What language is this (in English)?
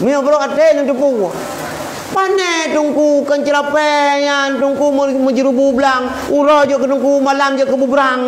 Achinese